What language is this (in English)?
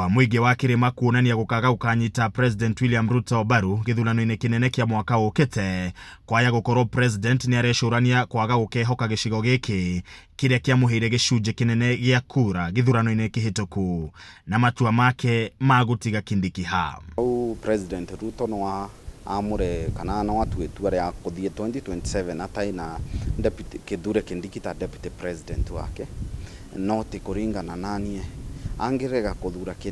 Kikuyu